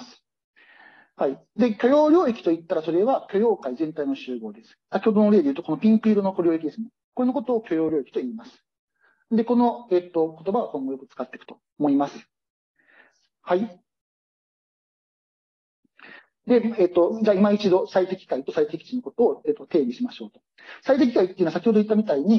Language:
Japanese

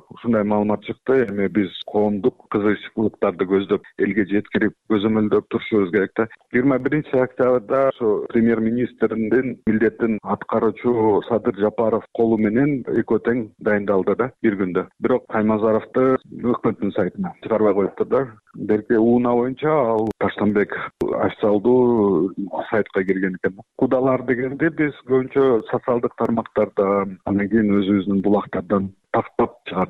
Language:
Kyrgyz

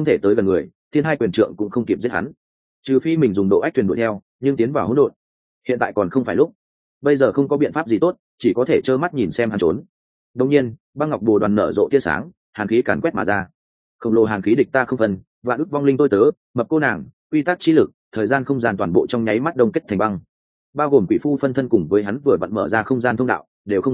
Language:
Vietnamese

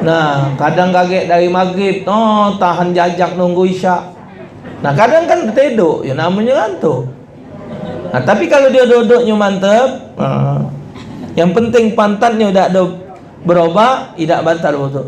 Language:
Musi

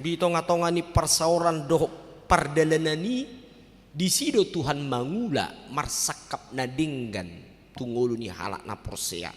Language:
Batak Toba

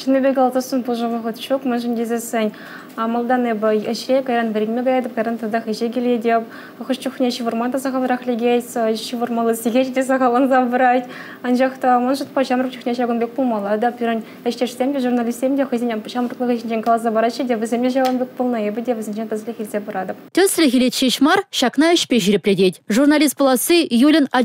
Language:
Chuvash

